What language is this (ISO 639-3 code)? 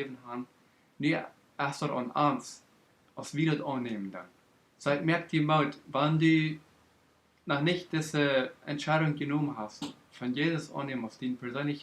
pdt